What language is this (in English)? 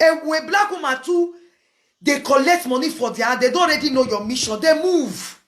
Nigerian Pidgin